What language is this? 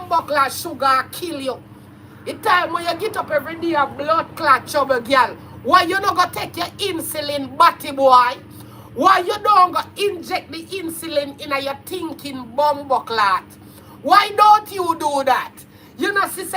Jamaican Creole English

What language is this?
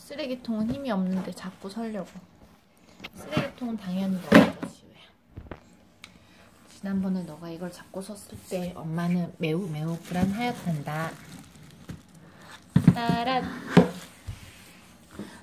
Korean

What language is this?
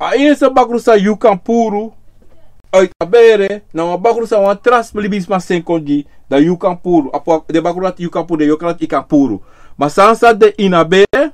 Sranan Tongo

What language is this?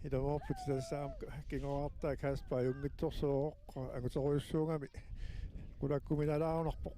Kalaallisut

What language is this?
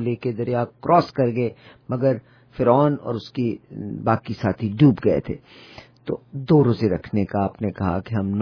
Urdu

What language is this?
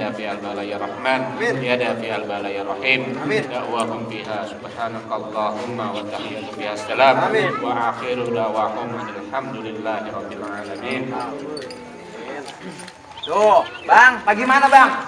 Betawi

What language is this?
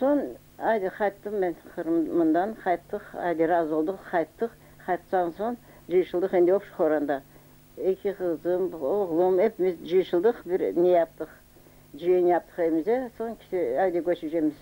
Crimean Tatar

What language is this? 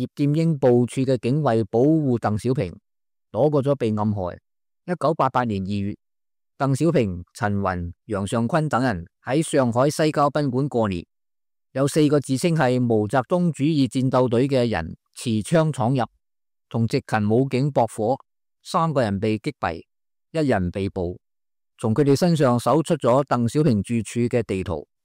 Cantonese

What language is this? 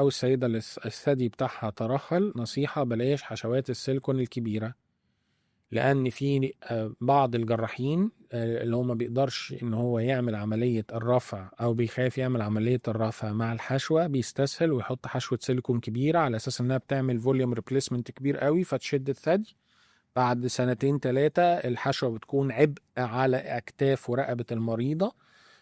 Egyptian Arabic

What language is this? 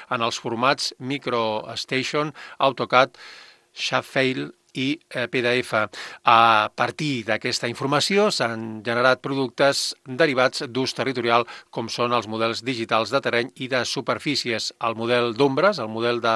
Catalan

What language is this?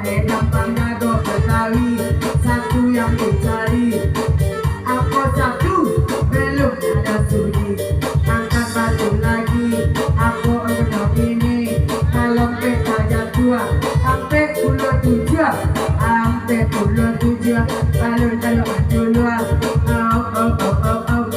Minangkabau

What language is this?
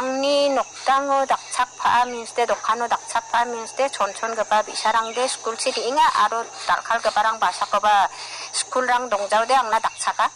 Garo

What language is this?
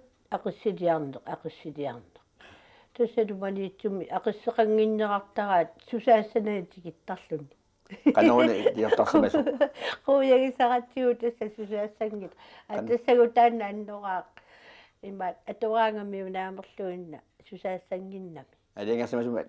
Kalaallisut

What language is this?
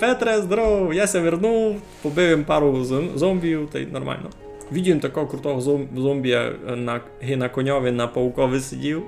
Rusyn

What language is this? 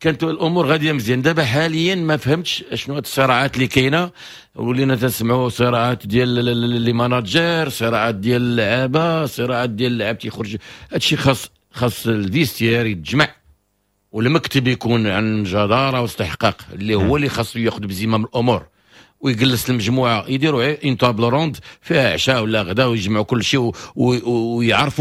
Moroccan Arabic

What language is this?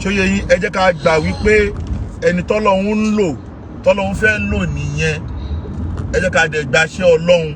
Yoruba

